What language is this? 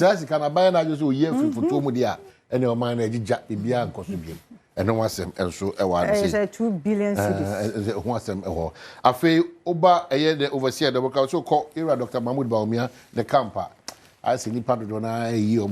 Akan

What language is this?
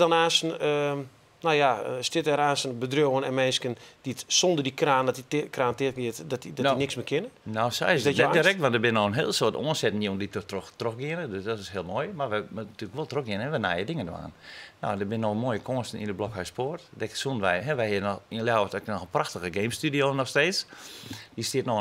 Western Frisian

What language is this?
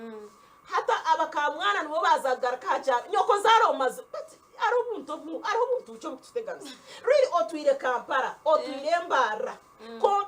Nyankole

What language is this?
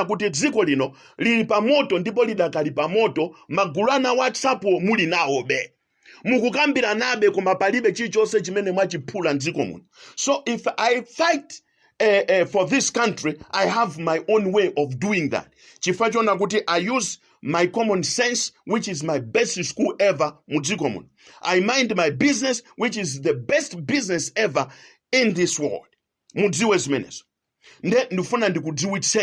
Nyanja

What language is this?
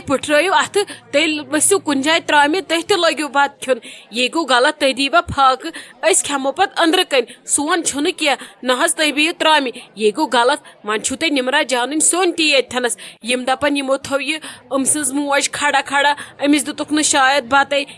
Kashmiri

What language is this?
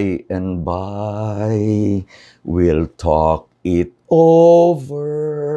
Iloko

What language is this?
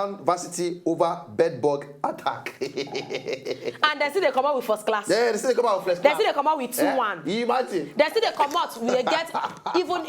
Nigerian Pidgin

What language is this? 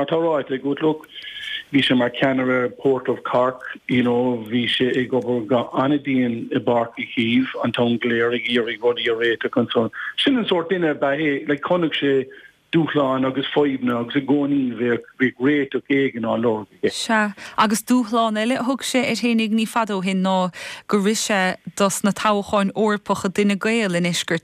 Irish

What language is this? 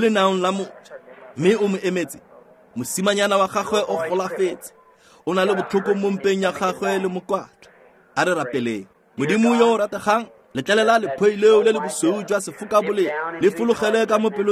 Tswana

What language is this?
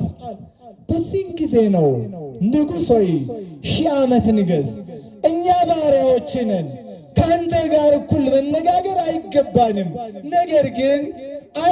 Amharic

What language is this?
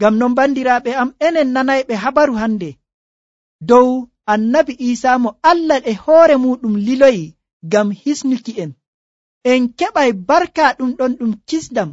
Nigerian Fulfulde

